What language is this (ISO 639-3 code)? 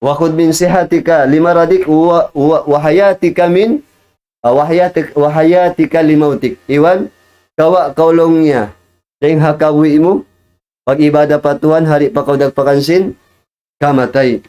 tsg